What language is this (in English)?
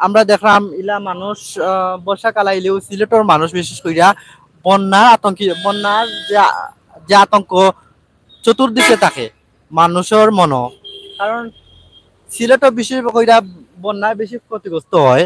Sylheti